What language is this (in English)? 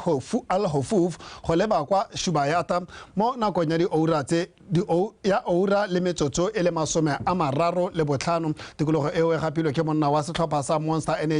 Tswana